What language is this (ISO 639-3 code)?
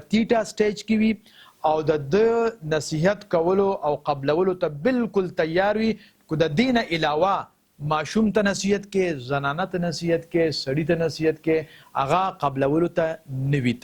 pus